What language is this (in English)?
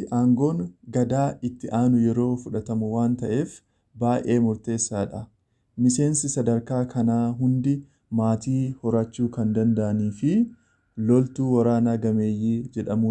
Oromo